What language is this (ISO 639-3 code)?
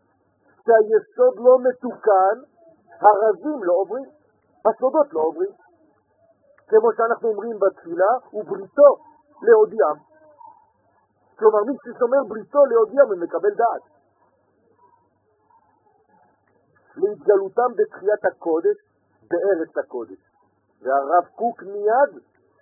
heb